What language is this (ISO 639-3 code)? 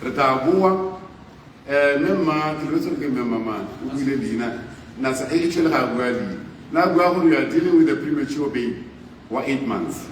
tsn